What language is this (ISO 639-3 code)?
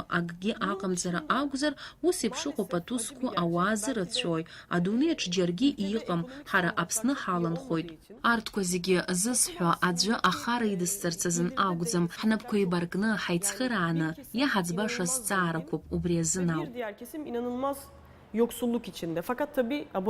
abk